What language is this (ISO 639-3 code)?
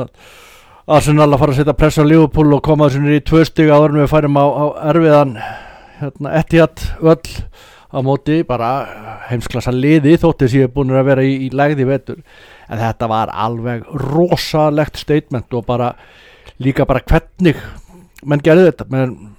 isl